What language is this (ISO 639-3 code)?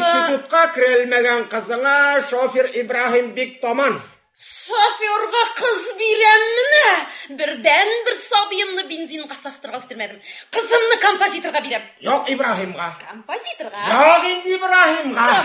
tat